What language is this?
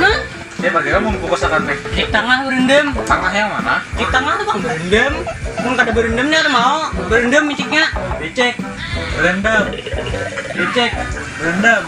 Banjar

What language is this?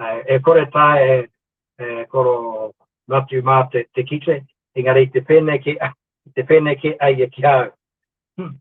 Māori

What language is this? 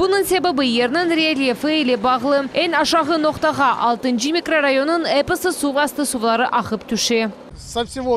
Crimean Tatar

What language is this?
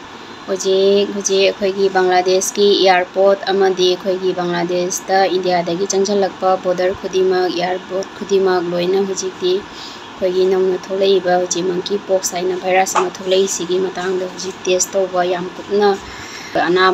Manipuri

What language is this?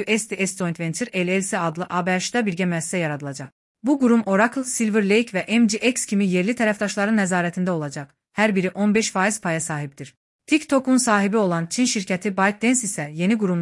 Azerbaijani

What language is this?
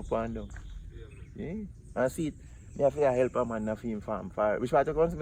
Jamaican Creole English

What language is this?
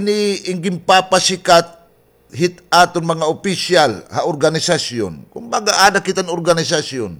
Waray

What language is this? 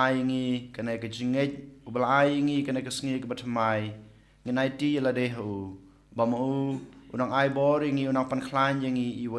Khasi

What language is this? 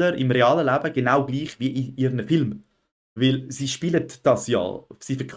Swiss German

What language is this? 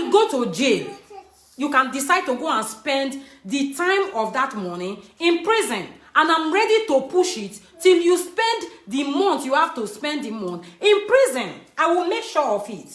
Nigerian Pidgin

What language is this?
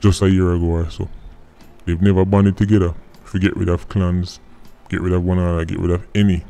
Jamaican Creole English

